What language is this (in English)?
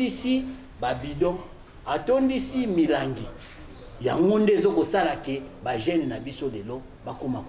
Lingala